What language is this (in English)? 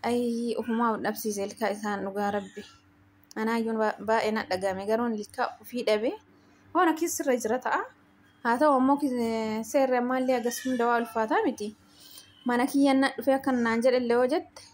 Oromo